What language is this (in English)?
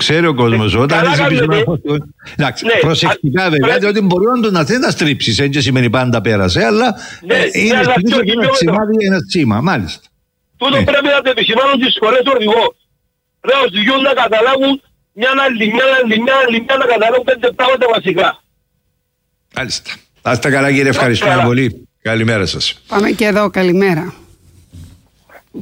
Greek